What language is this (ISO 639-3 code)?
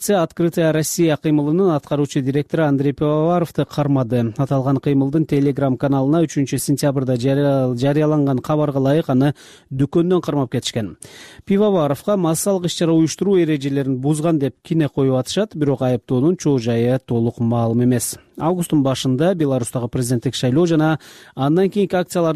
kir